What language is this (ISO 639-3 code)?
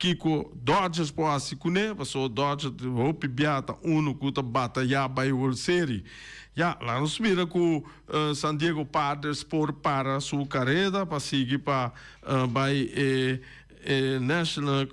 pap